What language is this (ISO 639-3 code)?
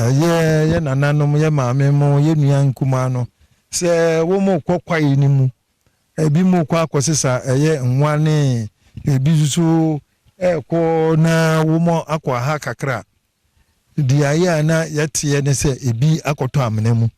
aka